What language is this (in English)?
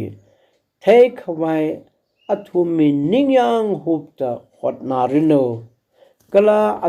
Tangkhul Naga (India)